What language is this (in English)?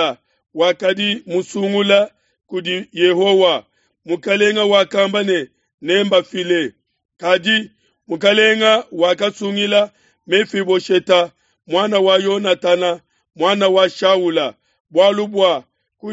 Luba-Lulua